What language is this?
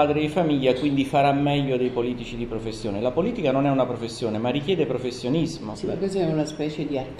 Italian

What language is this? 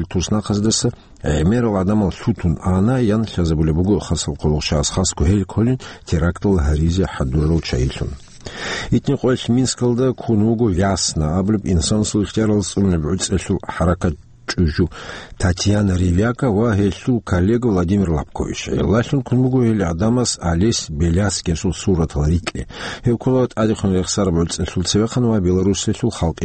Avaric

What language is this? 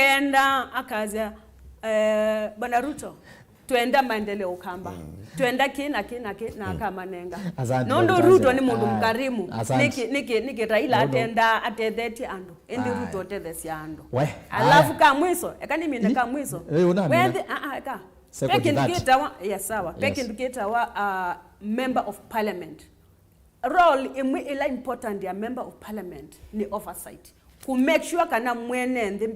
Kamba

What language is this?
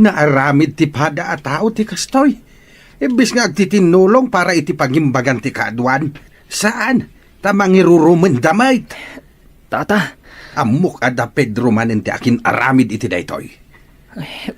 Iloko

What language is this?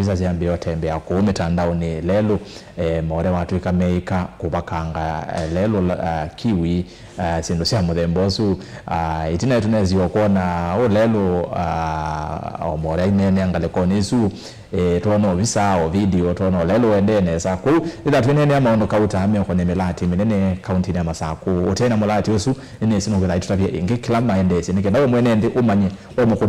Kamba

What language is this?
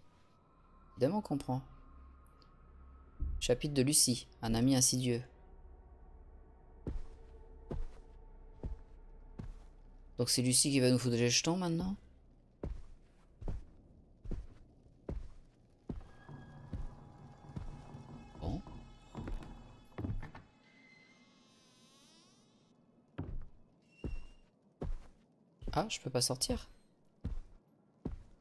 French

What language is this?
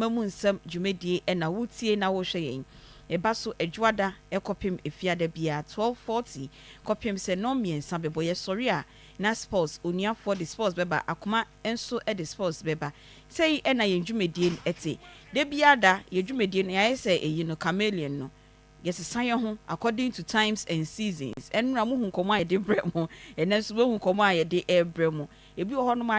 Akan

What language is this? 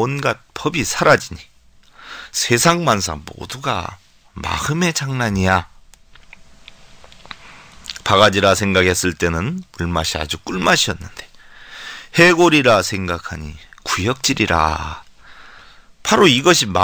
Korean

